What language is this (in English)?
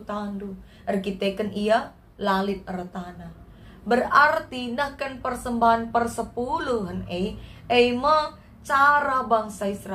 Batak Karo